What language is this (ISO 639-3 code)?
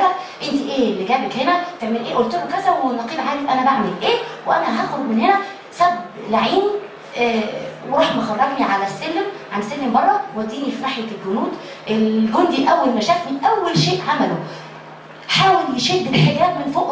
arz